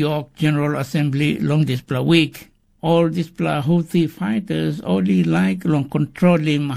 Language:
Tok Pisin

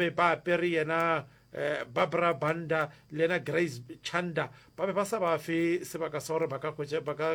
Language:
Northern Sotho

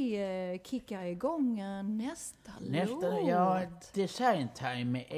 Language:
Swedish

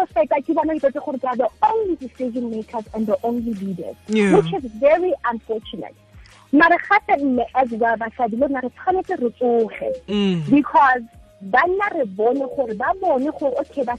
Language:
Tswana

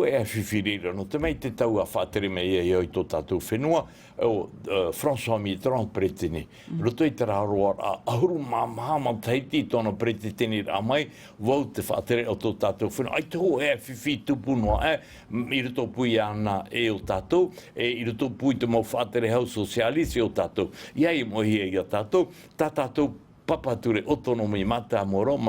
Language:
Tahitian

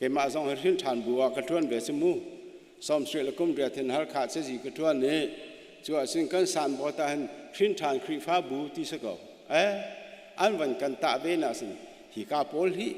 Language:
Hakha Chin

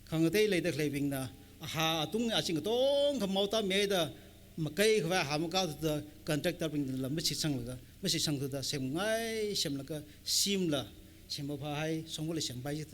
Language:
Tangkhul Naga (India)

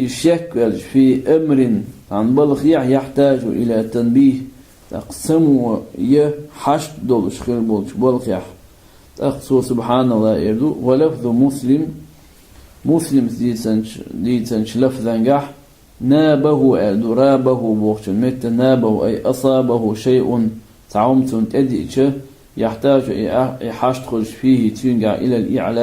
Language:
Chechen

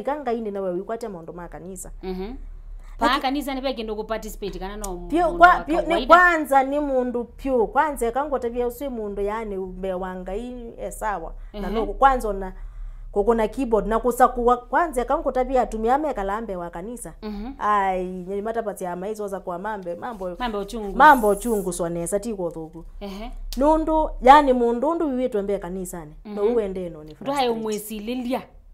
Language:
Kamba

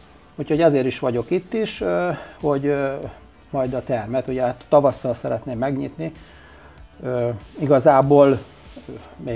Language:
Hungarian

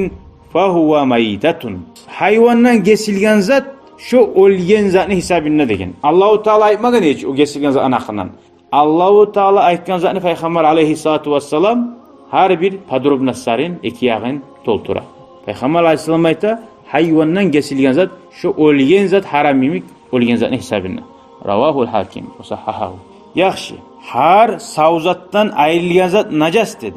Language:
Kumyk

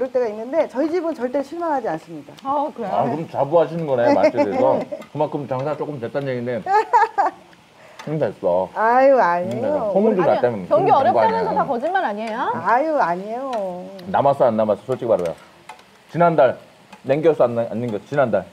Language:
Korean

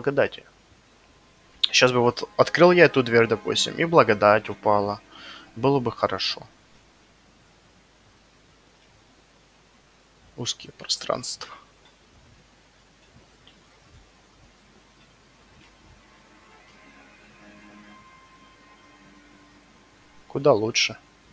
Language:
Russian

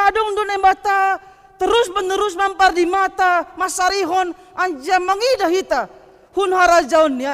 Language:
Batak Simalungun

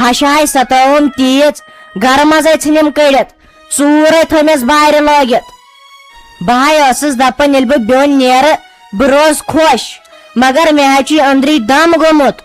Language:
Kashmiri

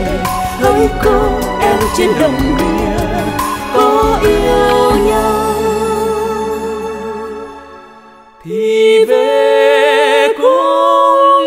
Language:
Vietnamese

